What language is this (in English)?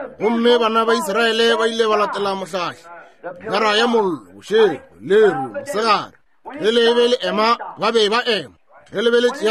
Northern Sotho